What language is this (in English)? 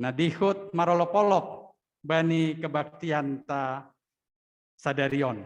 Batak Simalungun